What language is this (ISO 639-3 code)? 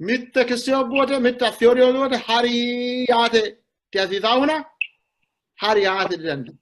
sid